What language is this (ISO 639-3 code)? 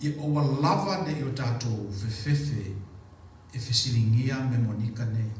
smo